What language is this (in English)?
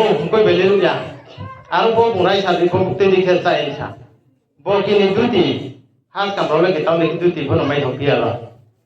Riang (India)